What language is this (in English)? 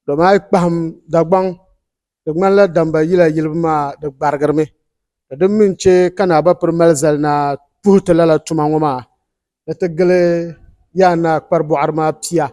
Dagbani